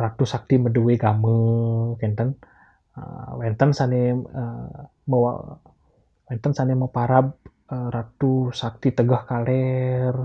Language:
Balinese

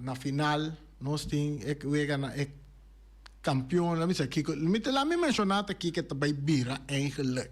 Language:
Papiamento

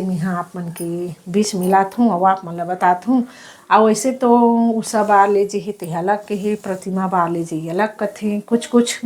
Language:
Chhattisgarhi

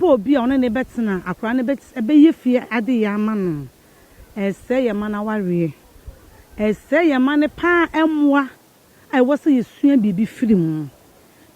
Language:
Akan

